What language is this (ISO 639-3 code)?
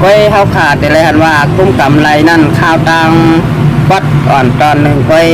shn